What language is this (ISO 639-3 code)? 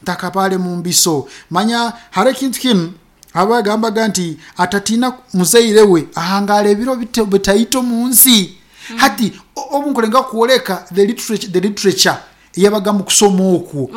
nyo